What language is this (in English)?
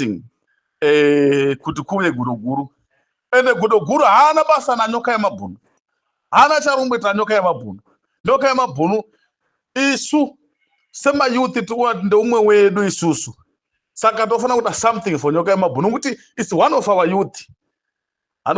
Shona